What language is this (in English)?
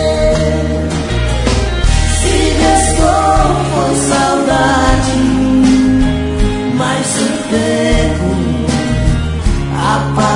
Portuguese